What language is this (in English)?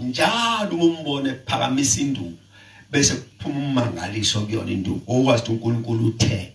Zulu